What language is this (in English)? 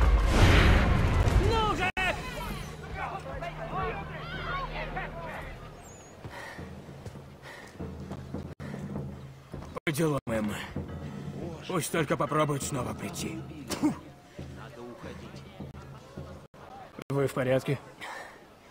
Russian